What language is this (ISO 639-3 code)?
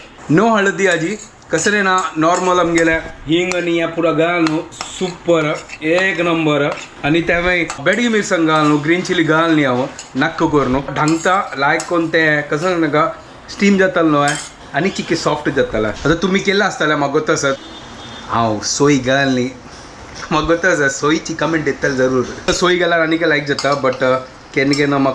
kok